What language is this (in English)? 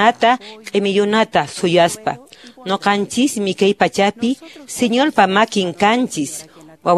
Quechua